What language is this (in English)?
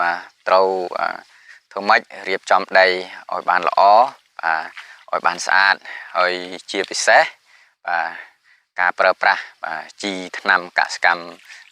Khmer